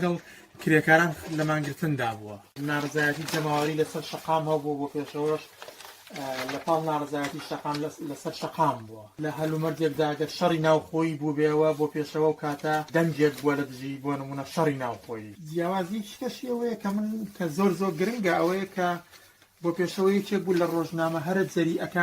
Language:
Central Kurdish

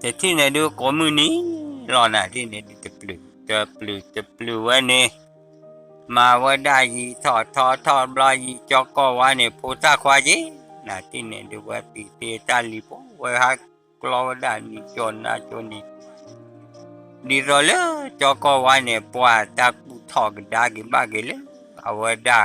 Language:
S'gaw Karen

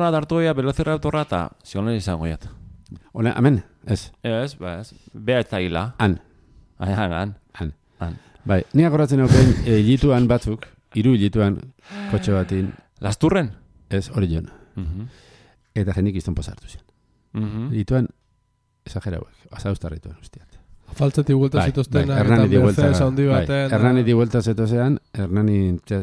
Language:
Basque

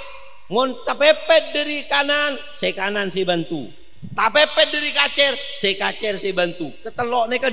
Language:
Madurese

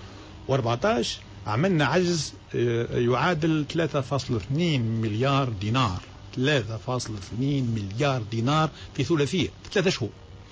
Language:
Tunisian Arabic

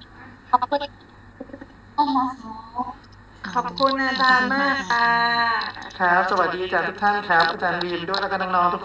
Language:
Thai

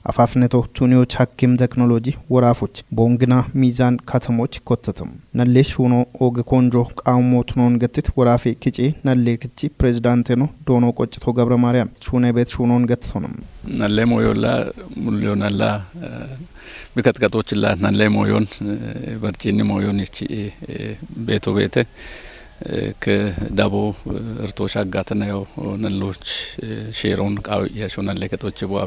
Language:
Kafa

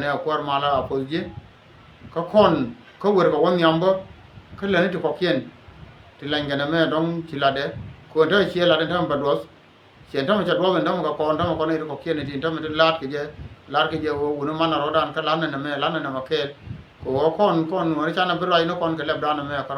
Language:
Nuer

